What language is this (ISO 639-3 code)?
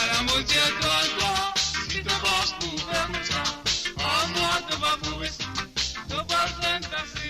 mfe